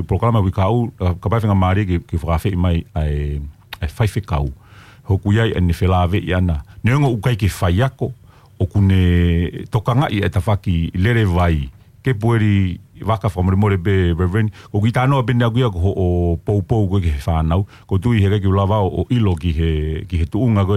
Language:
Tongan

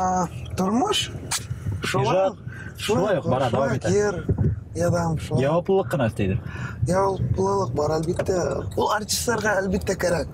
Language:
Bashkir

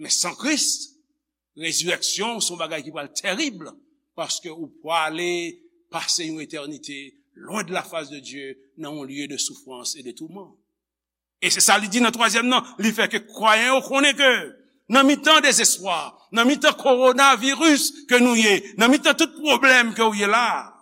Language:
Haitian Creole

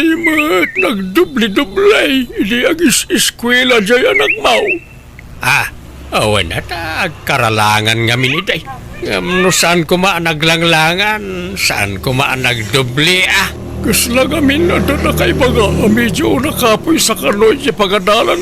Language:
Iloko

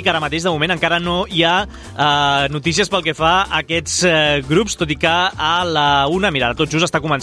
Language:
Catalan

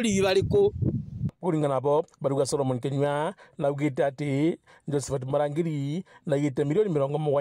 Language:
Meru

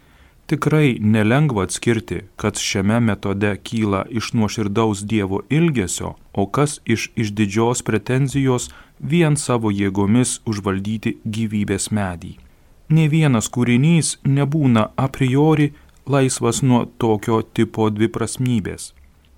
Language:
Lithuanian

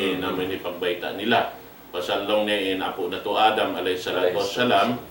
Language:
Tausug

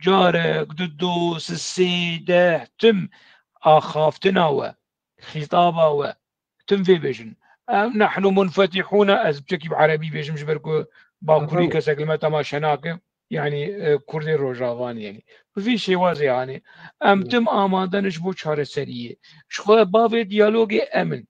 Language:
Kurdish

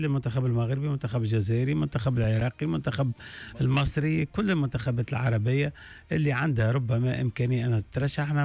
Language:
Tunisian Arabic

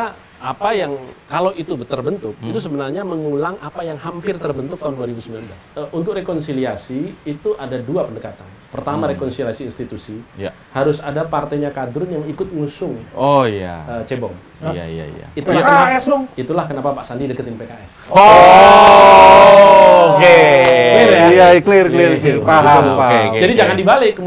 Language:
Indonesian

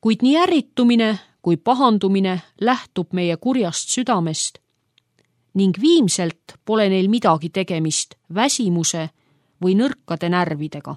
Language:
Estonian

